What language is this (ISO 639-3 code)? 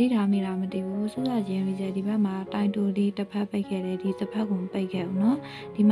mya